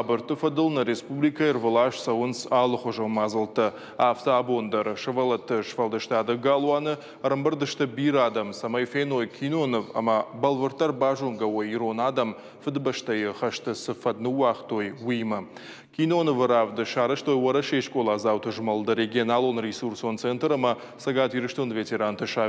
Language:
Ossetic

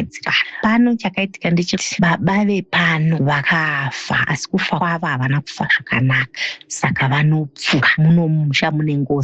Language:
Shona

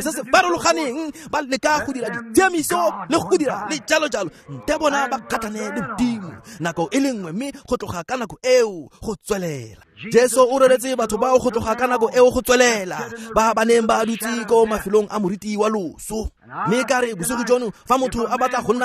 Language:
Tswana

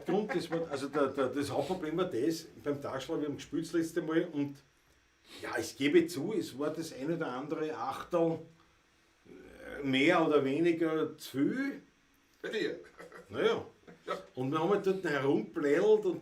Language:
Bavarian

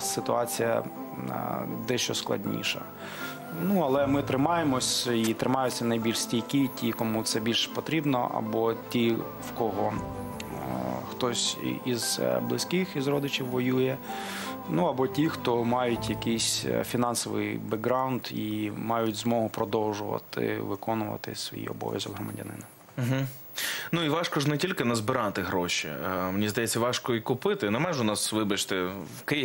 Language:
Ukrainian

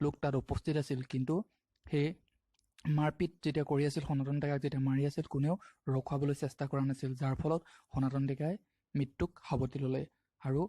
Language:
Assamese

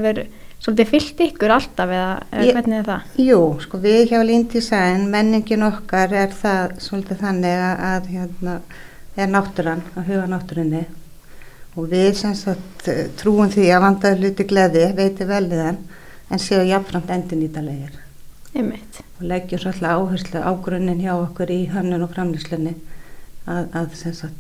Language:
Icelandic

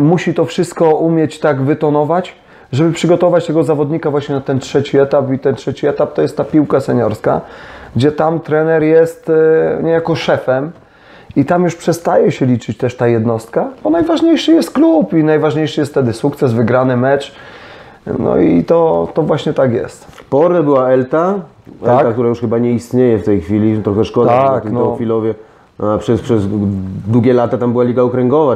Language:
Polish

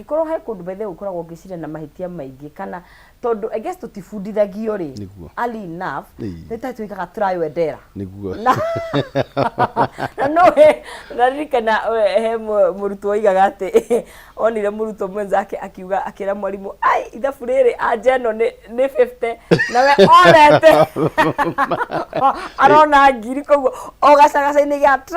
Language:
Kikuyu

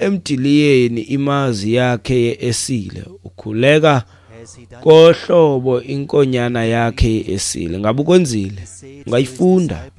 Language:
Xhosa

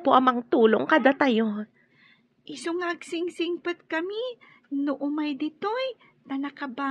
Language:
Iloko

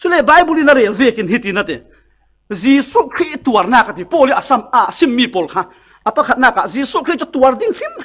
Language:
Falam Chin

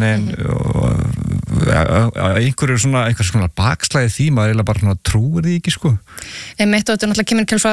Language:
Icelandic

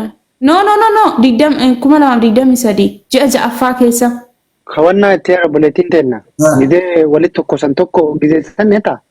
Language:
Oromo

